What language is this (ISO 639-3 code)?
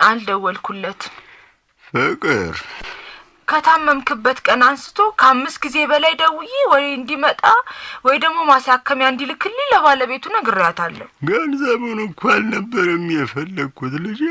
amh